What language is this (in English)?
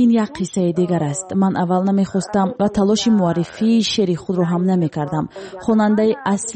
Tajik